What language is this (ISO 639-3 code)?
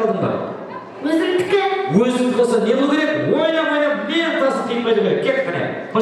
kaa